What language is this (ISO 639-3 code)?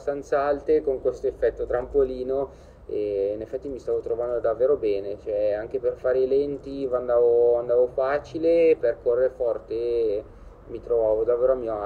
ita